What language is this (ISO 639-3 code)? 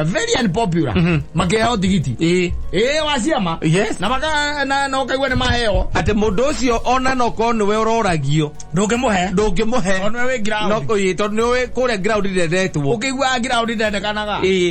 kik